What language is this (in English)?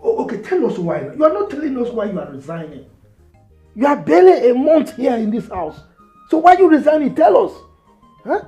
Nigerian Pidgin